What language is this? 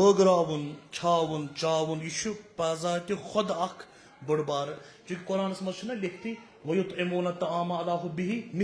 Kashmiri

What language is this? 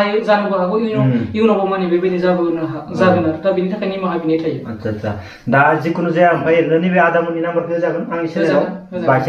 Bodo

